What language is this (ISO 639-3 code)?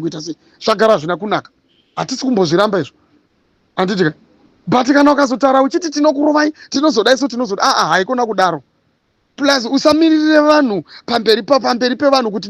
sna